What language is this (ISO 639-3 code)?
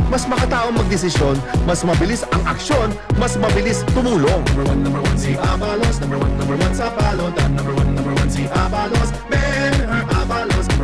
bik